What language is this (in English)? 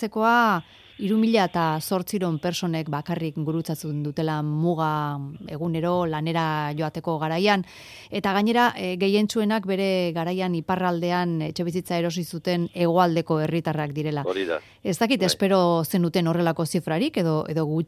Basque